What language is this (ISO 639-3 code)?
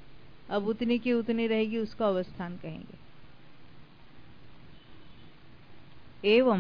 hin